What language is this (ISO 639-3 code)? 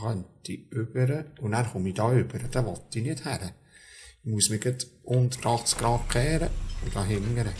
gsw